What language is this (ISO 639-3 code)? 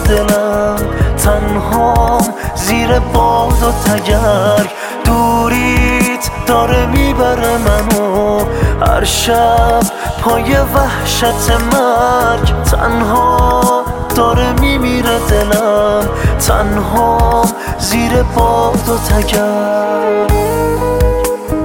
fas